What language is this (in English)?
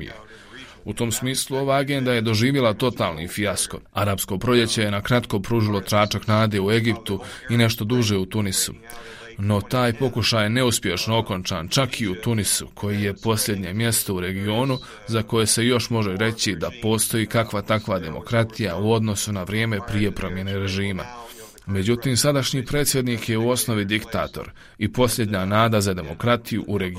Bosnian